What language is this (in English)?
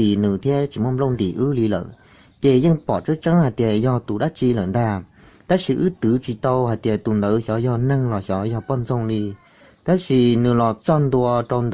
Hmong